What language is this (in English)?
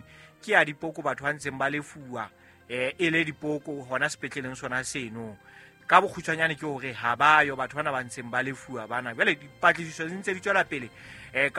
Southern Sotho